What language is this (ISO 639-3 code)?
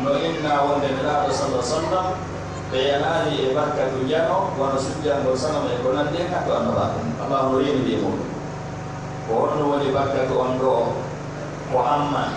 fuf